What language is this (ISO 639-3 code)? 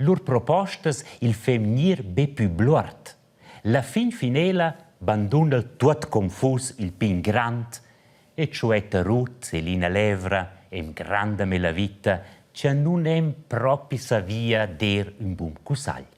roh